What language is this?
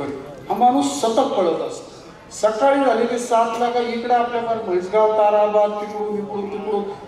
Marathi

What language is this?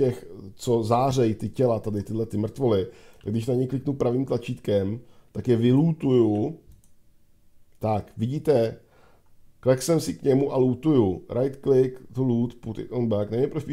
Czech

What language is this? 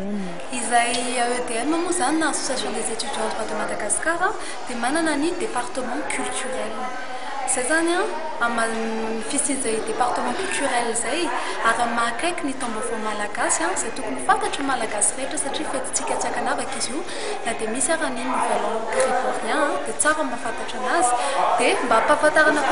Malagasy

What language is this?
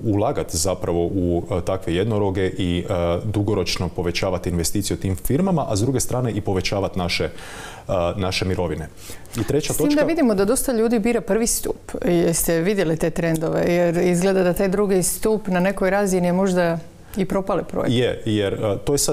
Croatian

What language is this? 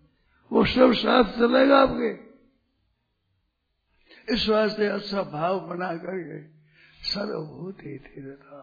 Hindi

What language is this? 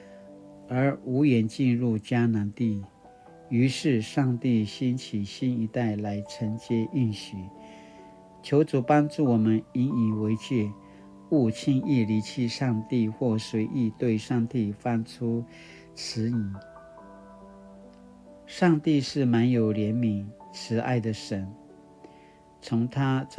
Paiwan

